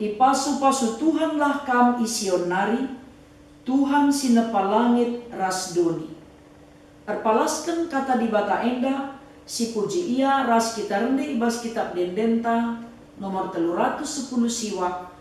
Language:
Batak Karo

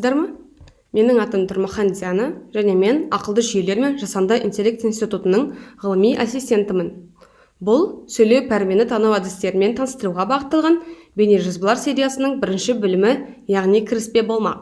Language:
Kazakh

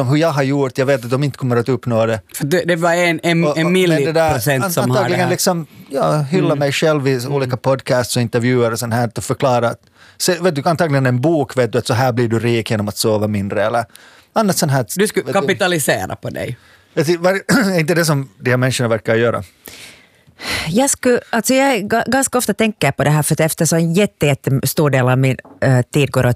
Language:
Swedish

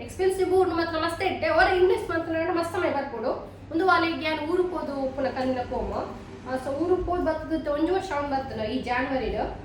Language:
Tulu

